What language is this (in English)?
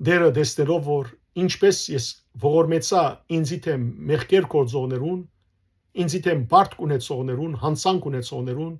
Western Armenian